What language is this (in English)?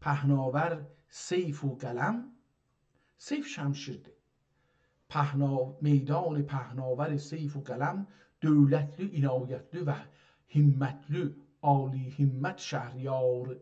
South Azerbaijani